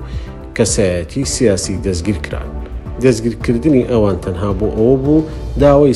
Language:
Central Kurdish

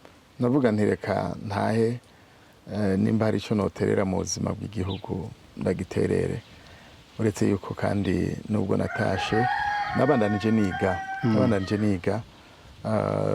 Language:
Rundi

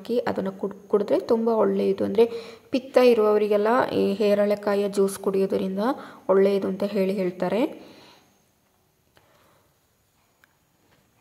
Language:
Kannada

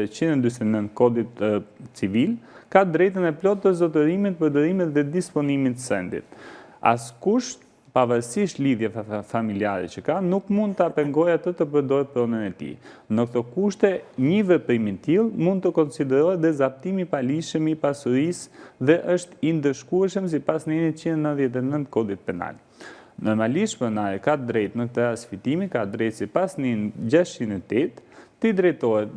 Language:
Albanian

